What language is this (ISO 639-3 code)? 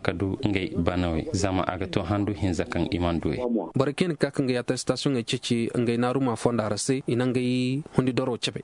dje